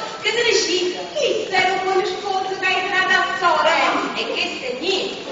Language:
Neapolitan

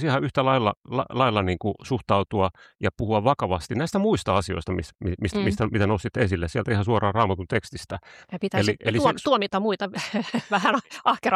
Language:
Finnish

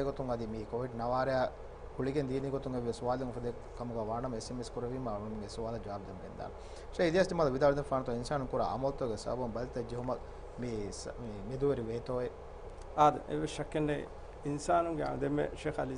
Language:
Divehi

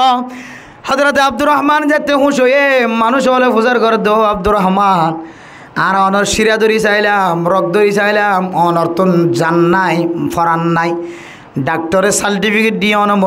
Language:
Rohingya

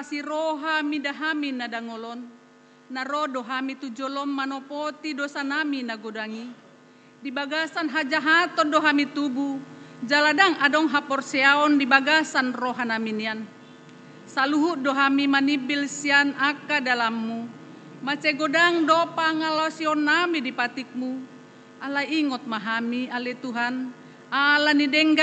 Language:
Batak Toba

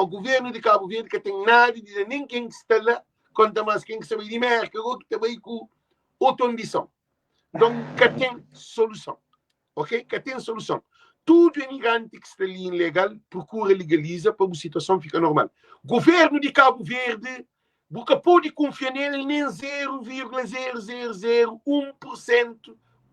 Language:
Kabuverdianu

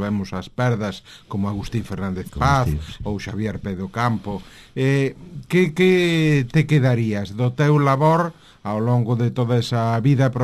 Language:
Galician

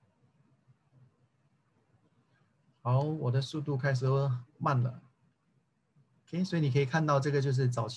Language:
Chinese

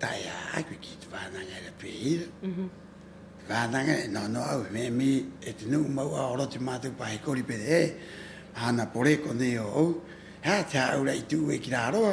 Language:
Rapanui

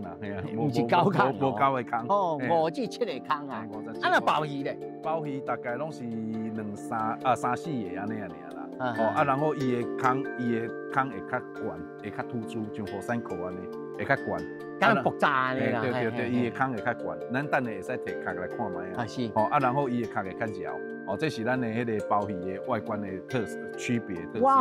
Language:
Min Nan Chinese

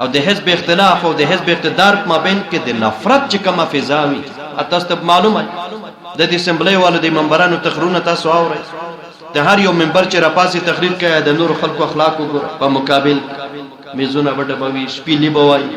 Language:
Pashto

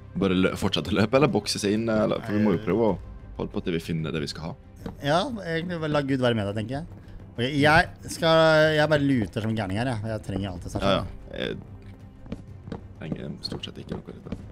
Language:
Norwegian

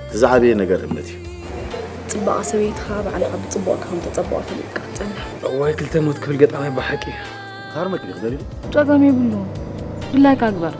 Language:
Tigrinya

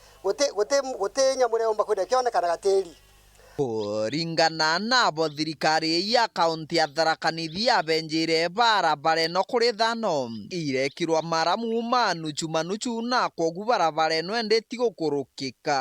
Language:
Meru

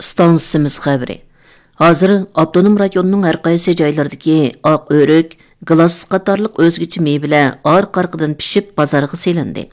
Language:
Uyghur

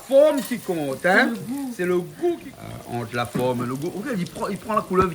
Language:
Réunion Creole French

